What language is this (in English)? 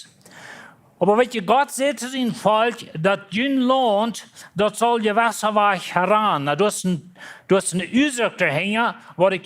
Plautdietsch